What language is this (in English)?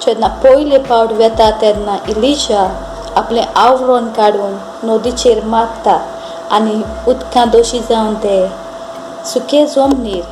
Konkani